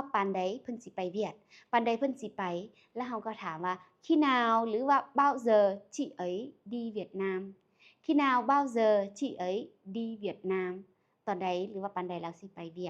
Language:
Lao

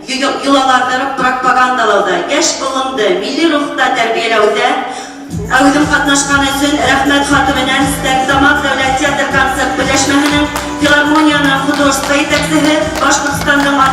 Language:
Bashkir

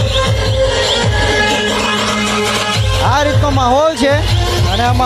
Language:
Gujarati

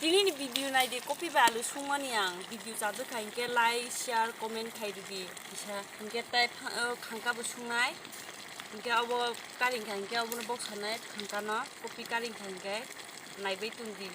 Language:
Kok Borok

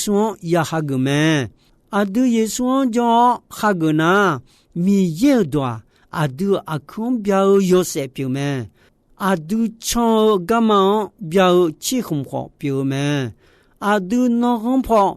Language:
Akha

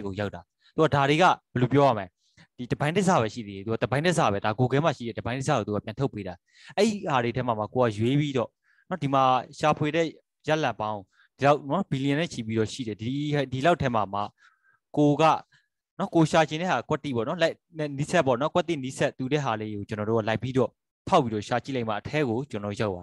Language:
Burmese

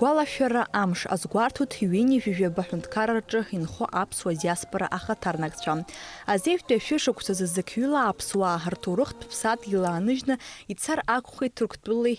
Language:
Abkhazian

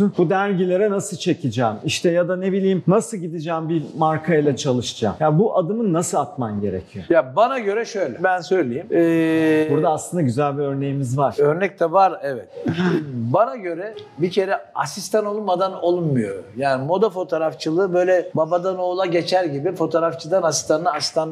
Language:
Turkish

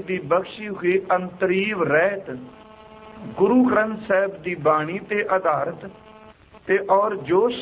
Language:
Punjabi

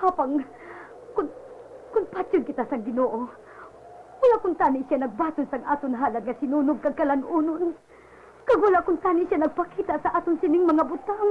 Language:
Hiligaynon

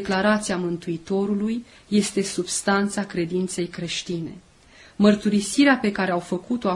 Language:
Romanian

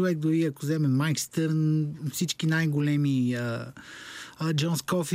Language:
Bulgarian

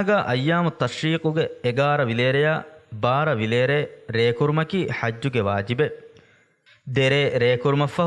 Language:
Divehi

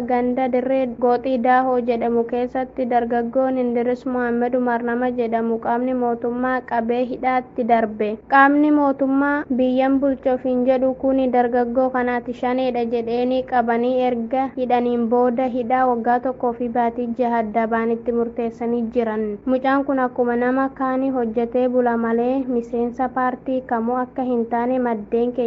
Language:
Oromo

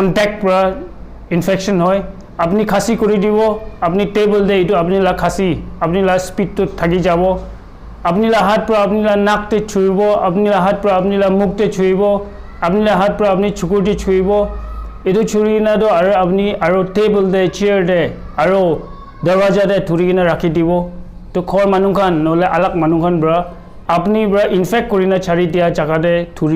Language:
Naga Pidgin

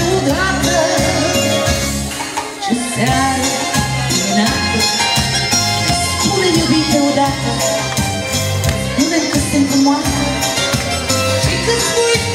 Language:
Romanian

